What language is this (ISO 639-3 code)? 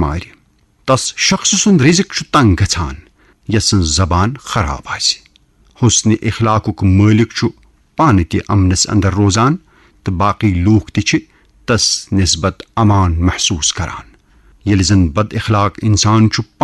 kas